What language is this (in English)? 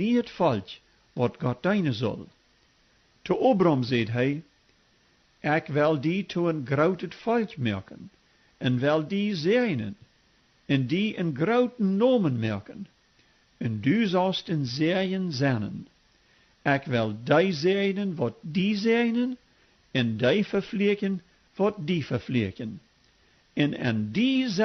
Plautdietsch